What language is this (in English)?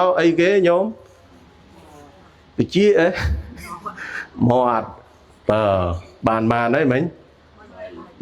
Khmer